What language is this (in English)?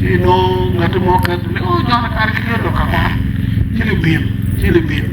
Acoli